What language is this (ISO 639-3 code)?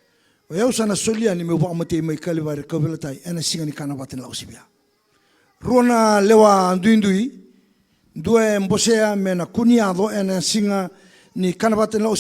fij